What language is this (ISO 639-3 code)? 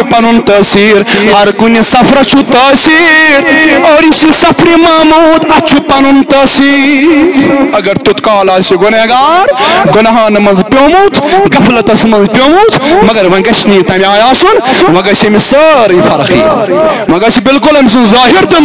kas